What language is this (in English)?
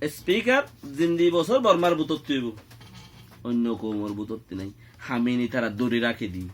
Rohingya